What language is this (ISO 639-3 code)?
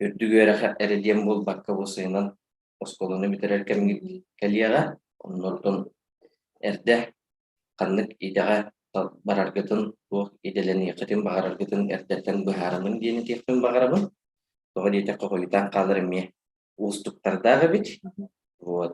sah